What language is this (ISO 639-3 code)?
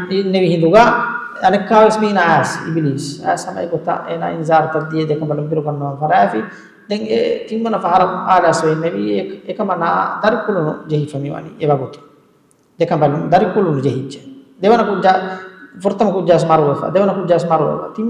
div